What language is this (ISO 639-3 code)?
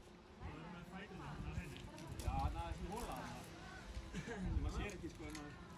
isl